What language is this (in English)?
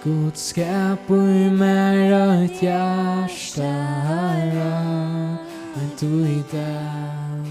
Faroese